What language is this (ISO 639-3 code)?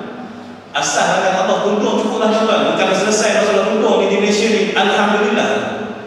msa